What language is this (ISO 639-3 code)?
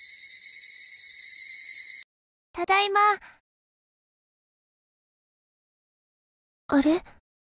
jpn